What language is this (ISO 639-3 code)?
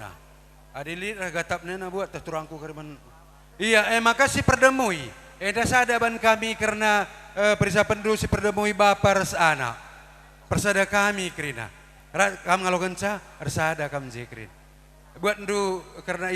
btx